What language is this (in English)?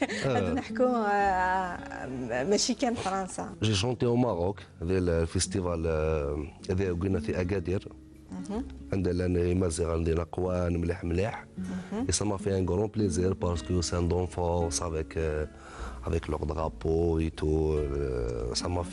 Kabyle